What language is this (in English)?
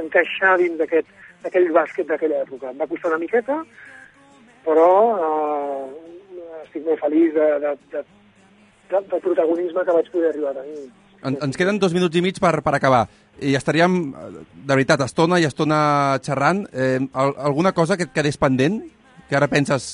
Catalan